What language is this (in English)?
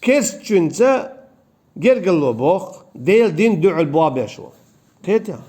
Chechen